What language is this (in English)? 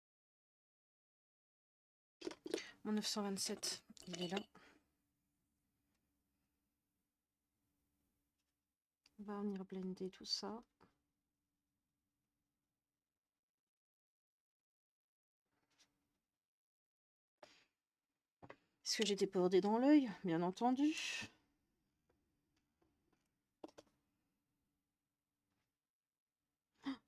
French